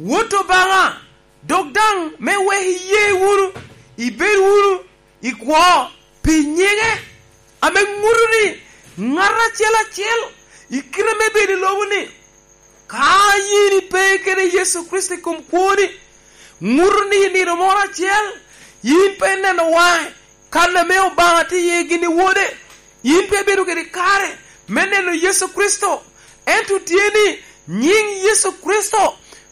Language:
Lango (Uganda)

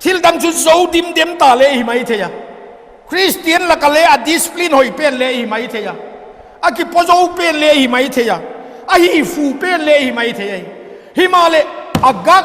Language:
Vaiphei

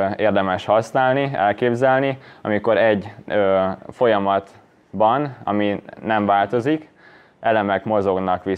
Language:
Hungarian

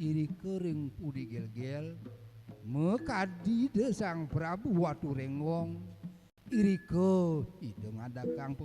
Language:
Balinese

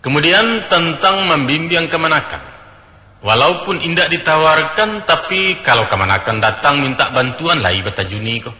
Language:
Minangkabau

